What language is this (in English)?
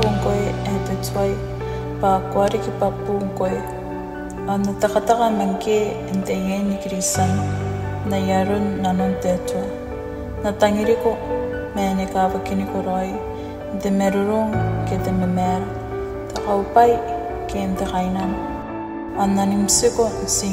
Gilbertese